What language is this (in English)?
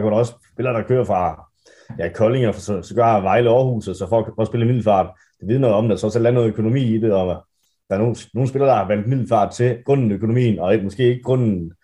Danish